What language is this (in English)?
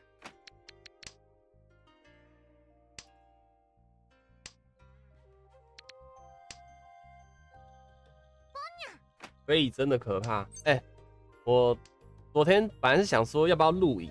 Chinese